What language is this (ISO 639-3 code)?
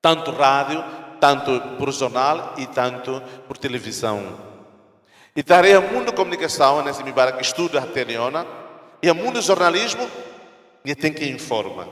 tet